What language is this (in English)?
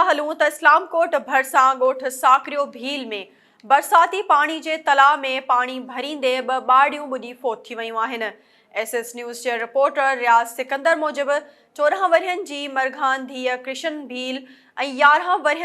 Sindhi